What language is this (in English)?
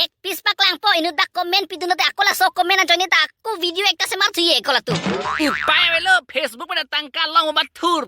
Karbi